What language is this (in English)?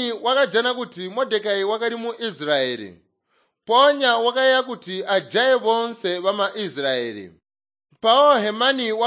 Tonga (Zambia)